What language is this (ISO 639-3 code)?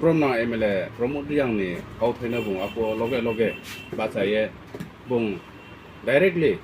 ria